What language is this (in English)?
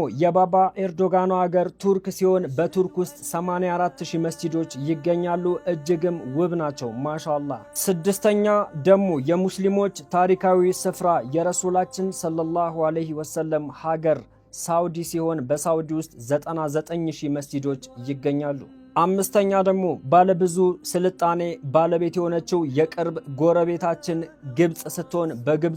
Amharic